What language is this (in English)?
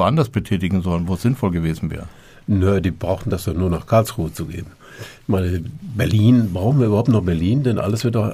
German